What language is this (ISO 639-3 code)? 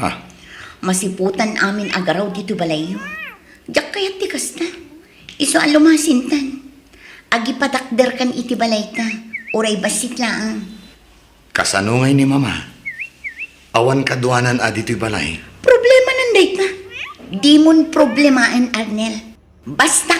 ilo